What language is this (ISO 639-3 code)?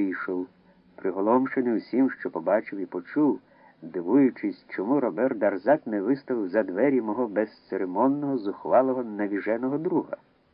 ukr